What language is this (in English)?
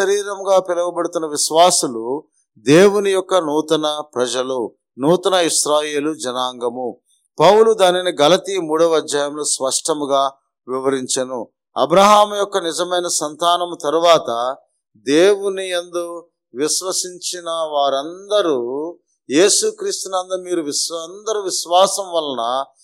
Telugu